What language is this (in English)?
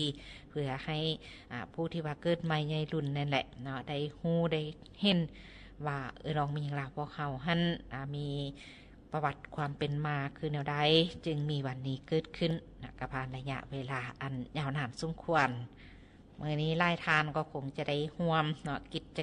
Lao